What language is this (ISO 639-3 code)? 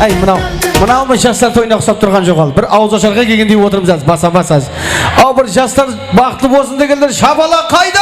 kaa